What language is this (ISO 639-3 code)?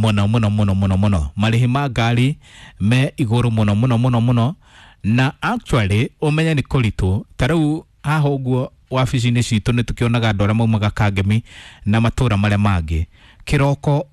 kik